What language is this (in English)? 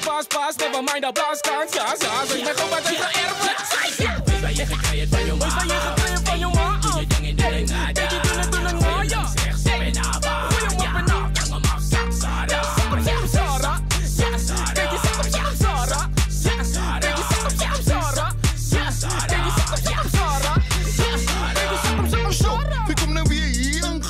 Afrikaans